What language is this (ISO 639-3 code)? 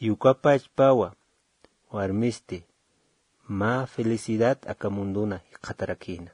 aym